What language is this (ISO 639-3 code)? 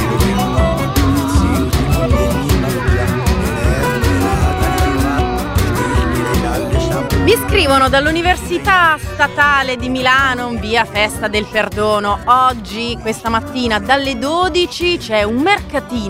ita